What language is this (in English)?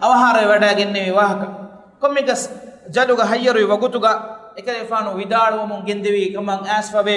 Divehi